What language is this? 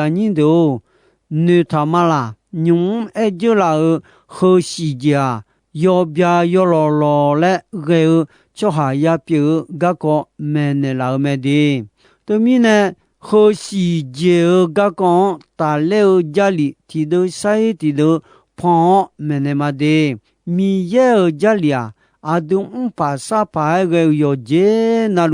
Akha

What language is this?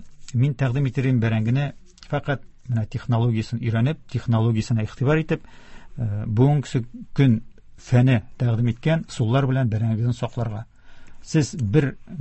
Tatar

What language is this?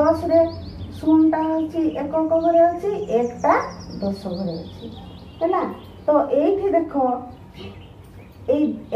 Odia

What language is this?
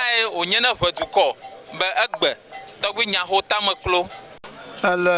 Ewe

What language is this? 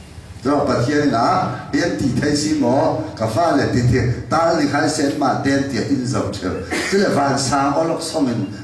Falam Chin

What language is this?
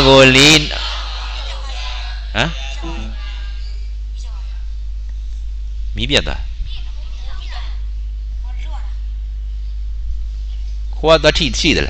Burmese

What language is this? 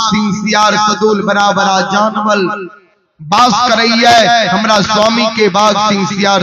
Maithili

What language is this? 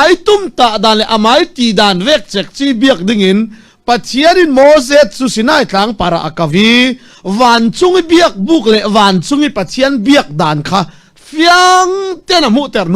Falam Chin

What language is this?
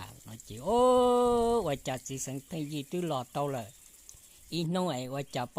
Hmong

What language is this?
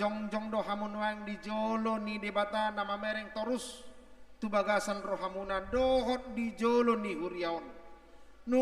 Batak Toba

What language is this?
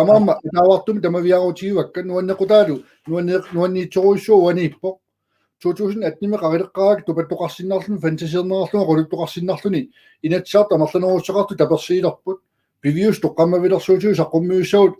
Kalaallisut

